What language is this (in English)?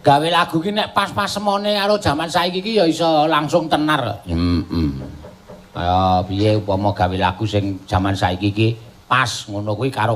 Javanese